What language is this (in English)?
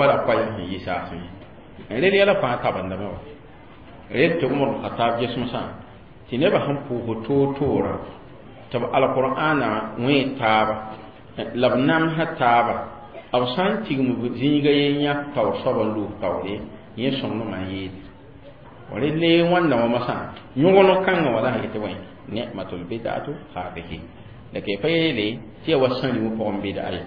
Mossi